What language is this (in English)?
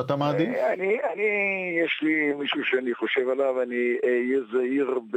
Hebrew